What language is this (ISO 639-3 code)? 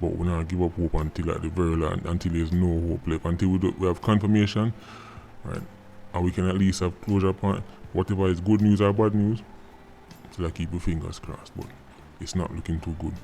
jam